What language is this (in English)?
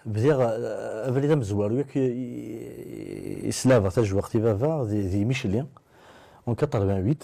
Kabyle